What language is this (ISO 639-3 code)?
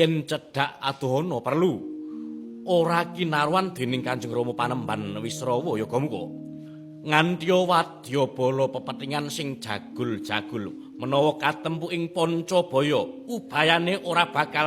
jav